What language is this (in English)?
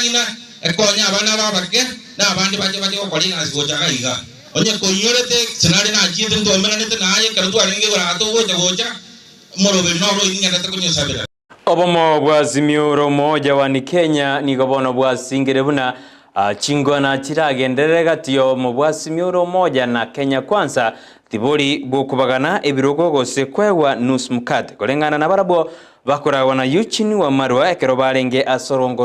Gusii